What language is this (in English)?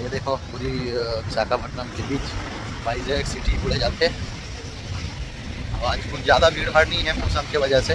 Chhattisgarhi